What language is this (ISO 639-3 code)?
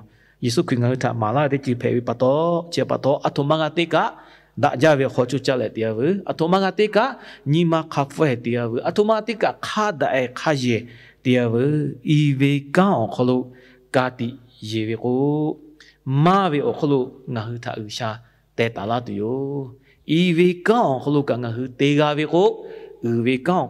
lhu